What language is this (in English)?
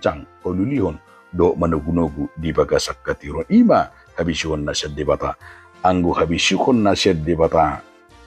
Batak Toba